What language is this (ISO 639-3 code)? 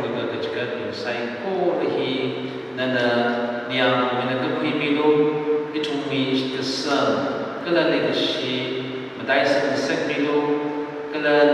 nmf